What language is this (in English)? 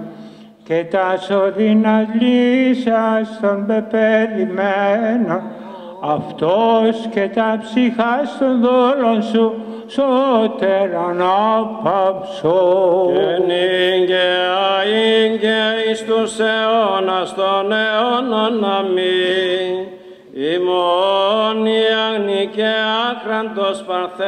Greek